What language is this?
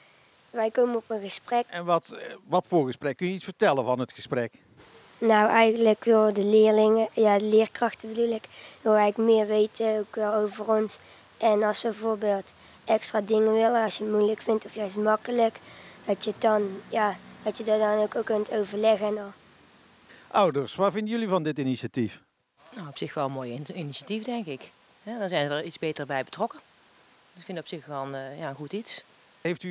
Dutch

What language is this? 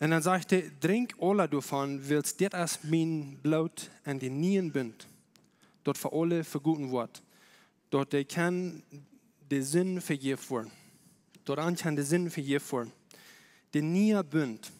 Plautdietsch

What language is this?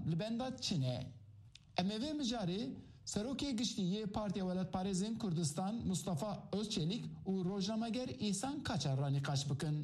Kurdish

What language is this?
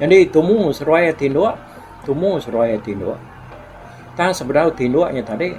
Iban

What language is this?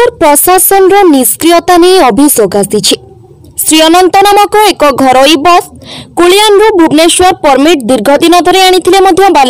Odia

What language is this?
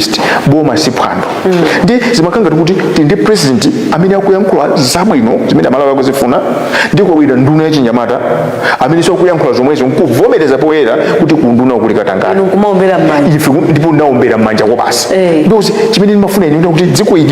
Nyanja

